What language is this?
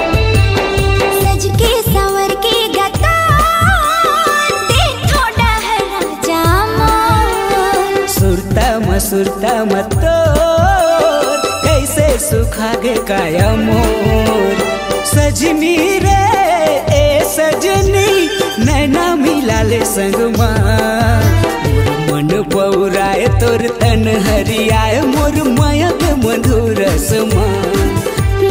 Chhattisgarhi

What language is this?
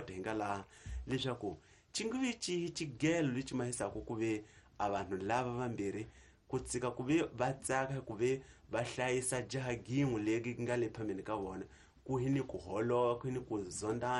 Tsonga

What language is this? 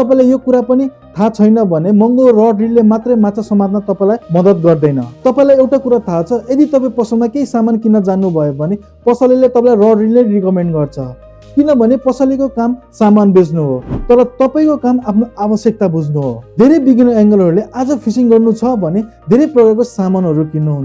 Nepali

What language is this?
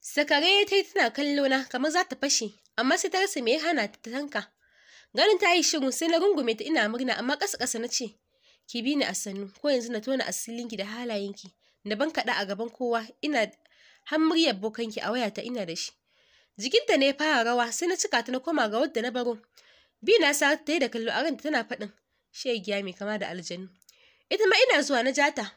Hausa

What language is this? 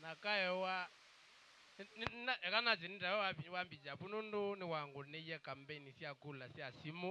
Kamba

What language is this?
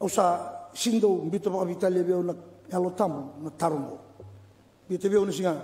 Fijian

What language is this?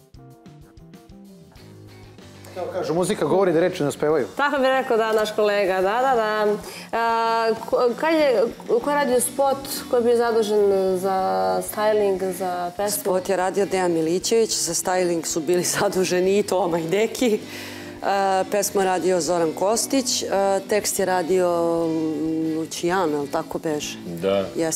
Serbian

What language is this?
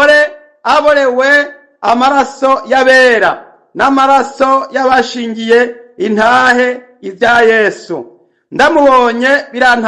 Rundi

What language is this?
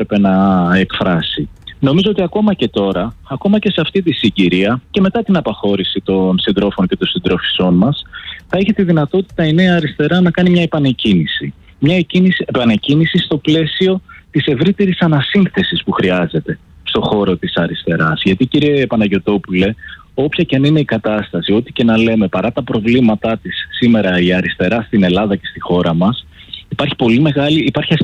Greek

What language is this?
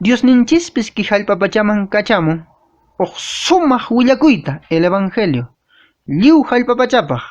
Quechua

